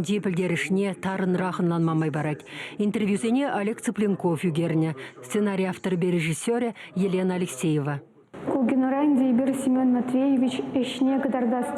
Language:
Chuvash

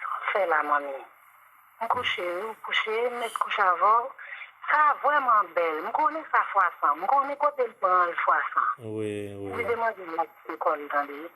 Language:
Haitian Creole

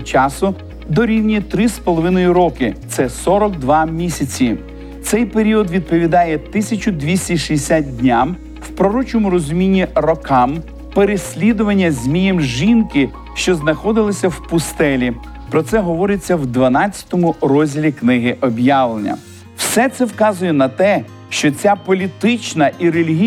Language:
Ukrainian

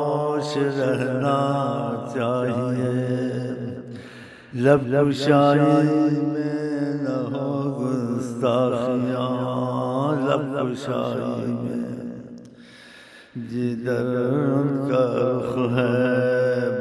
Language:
Urdu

